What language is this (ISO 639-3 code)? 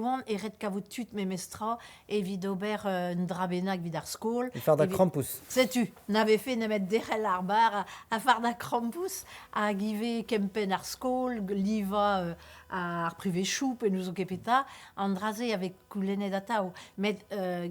bre